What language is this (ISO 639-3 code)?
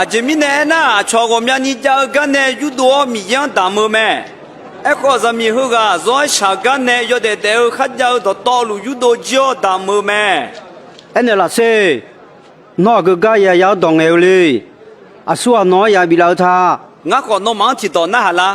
ahk